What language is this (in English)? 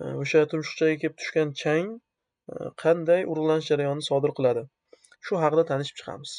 Uzbek